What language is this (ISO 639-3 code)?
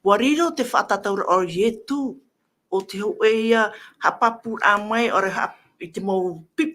tah